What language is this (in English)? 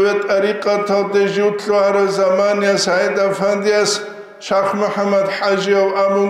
Avaric